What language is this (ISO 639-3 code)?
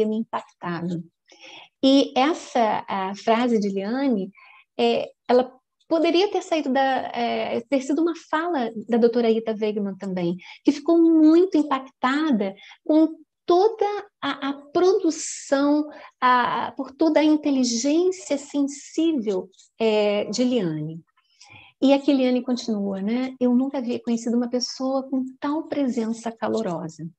por